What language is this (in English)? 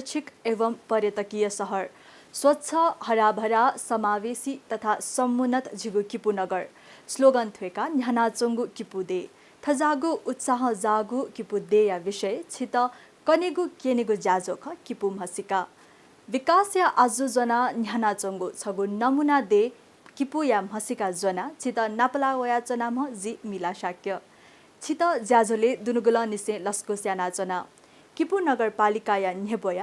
Newari